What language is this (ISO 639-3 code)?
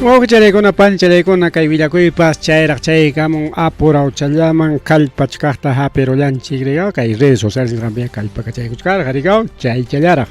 quy